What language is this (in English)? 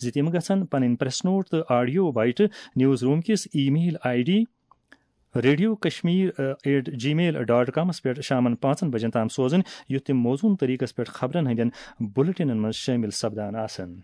Kashmiri